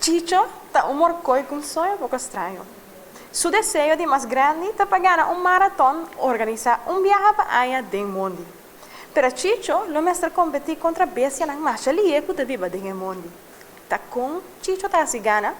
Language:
Papiamento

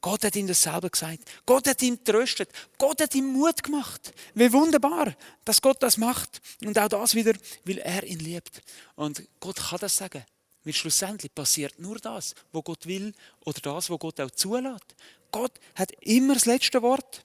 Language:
Swiss German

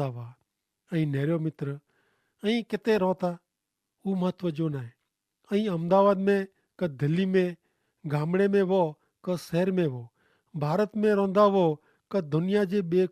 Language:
Kachhi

